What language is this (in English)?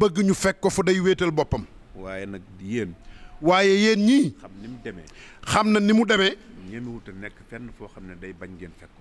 Wolof